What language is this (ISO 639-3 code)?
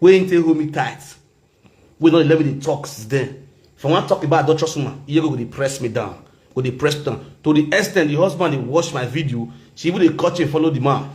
pcm